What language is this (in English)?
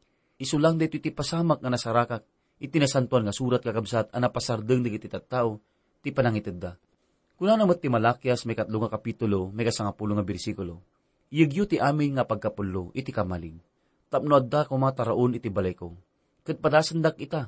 Iloko